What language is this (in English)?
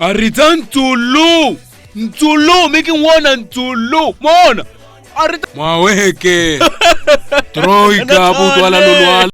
Makhuwa